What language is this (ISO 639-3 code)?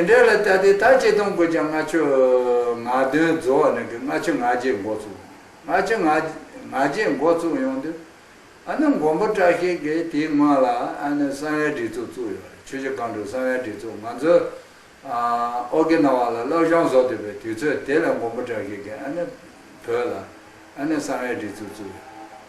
khg